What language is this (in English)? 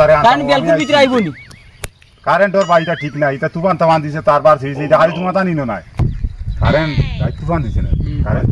Sylheti